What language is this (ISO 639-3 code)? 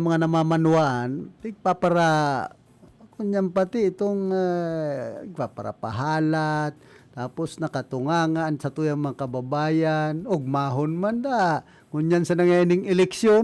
bik